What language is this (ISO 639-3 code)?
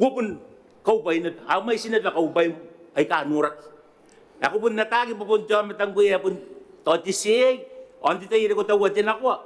gil